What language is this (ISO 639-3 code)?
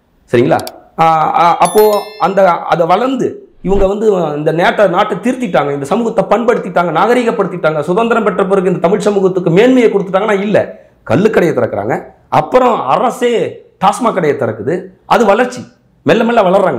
tam